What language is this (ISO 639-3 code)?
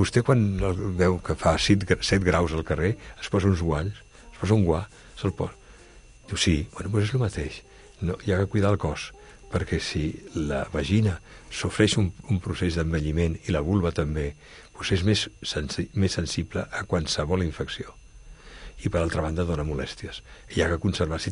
cat